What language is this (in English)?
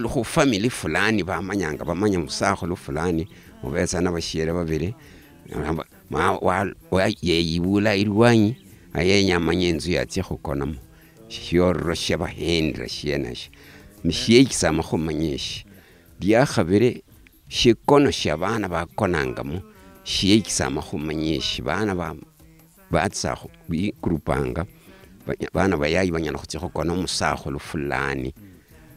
Luyia